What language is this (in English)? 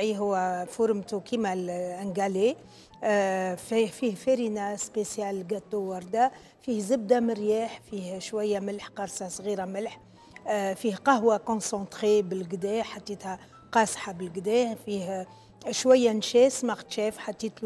Tunisian Arabic